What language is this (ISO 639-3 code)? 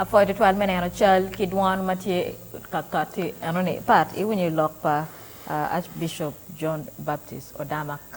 ach